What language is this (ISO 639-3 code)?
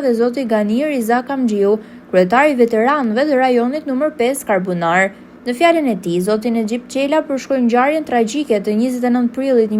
sqi